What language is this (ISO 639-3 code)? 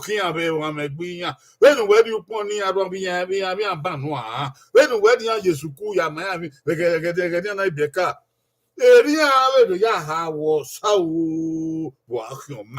bin